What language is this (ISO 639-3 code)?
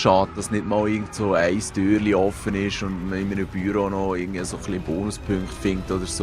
gsw